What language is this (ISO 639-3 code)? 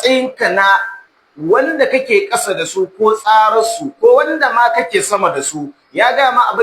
hau